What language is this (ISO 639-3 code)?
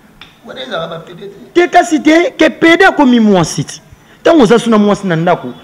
lin